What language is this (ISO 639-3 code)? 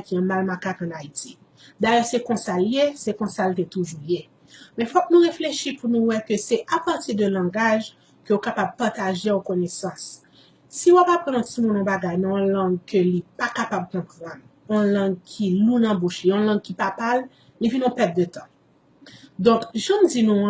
hat